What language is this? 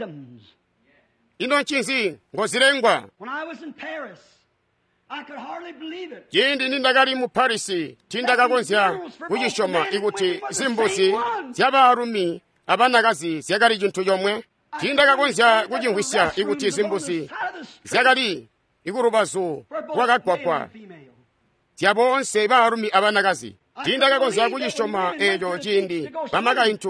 Tonga (Zambia)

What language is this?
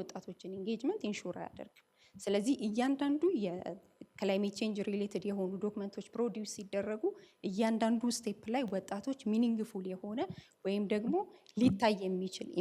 Amharic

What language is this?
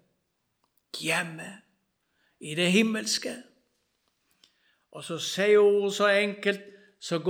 Norwegian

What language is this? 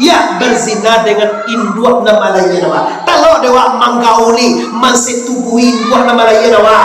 Minangkabau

